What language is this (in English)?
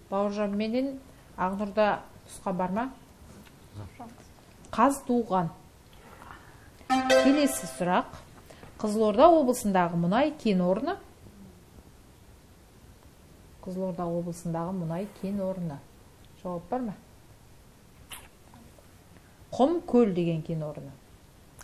Kazakh